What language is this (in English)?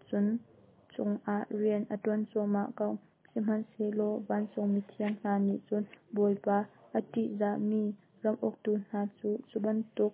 Hakha Chin